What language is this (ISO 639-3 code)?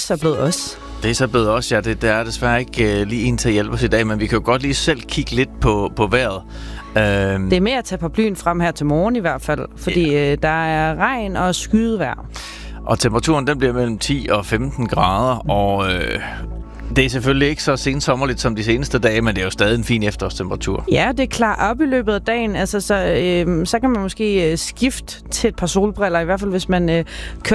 dan